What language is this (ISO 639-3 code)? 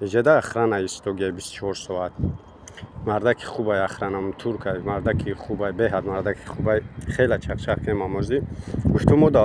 tgk